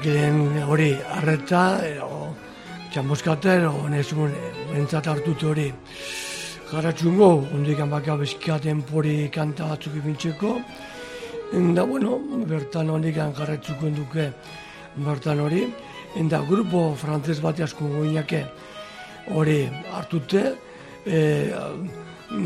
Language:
Basque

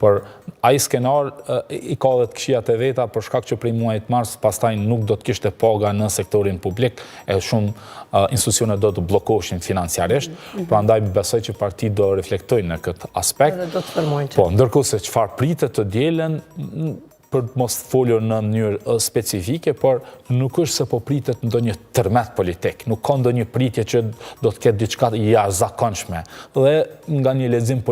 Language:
Albanian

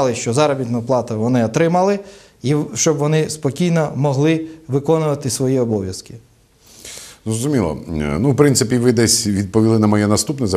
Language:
Ukrainian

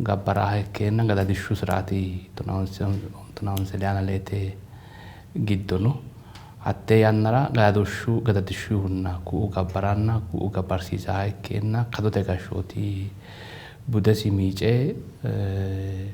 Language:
Sidamo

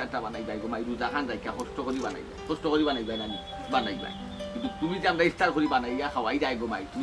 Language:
Sylheti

